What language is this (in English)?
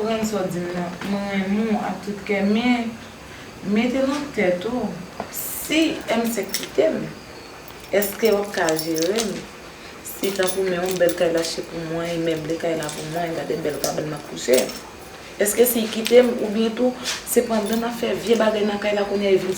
Haitian Creole